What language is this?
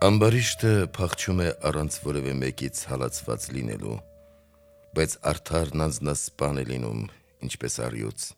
Armenian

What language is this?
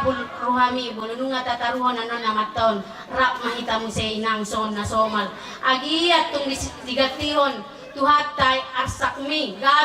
Batak Toba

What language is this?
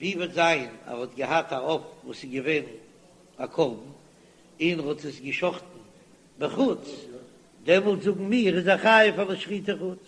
Yiddish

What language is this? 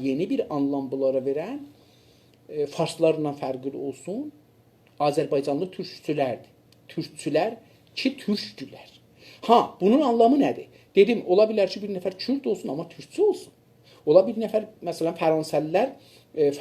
South Azerbaijani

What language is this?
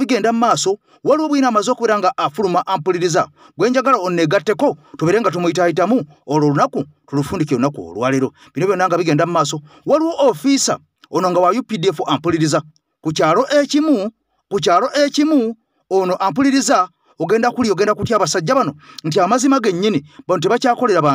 Ganda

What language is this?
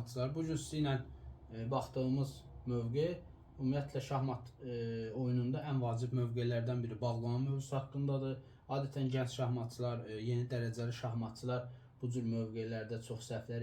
Azerbaijani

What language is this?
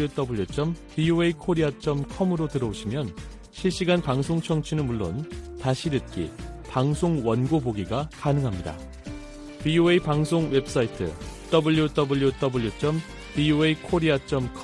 Korean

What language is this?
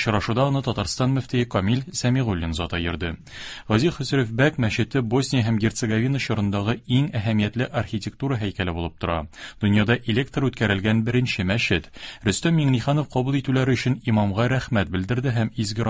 Tatar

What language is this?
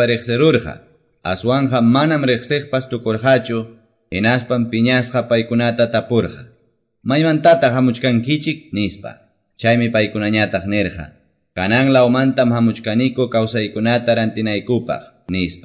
Quechua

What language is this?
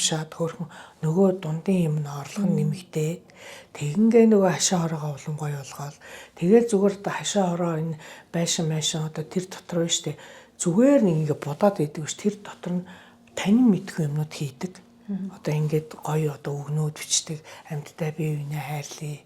Mongolian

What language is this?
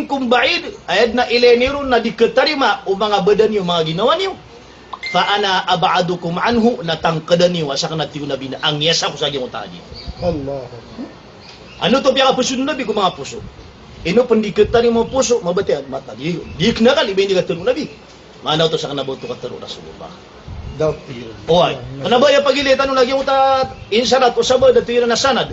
Maranao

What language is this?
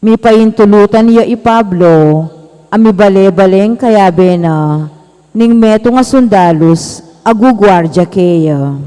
Pampanga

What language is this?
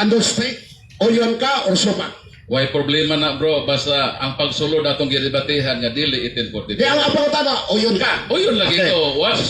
Cebuano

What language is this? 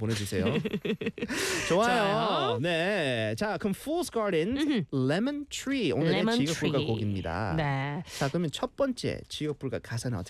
Korean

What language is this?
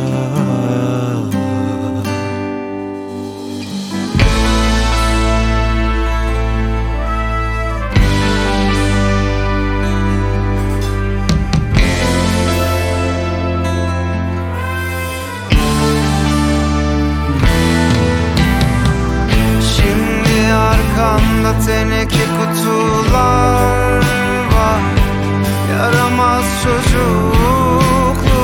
Turkish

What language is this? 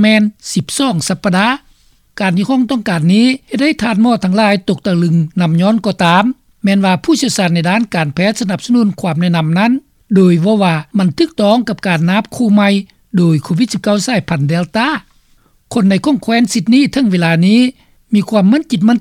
Lao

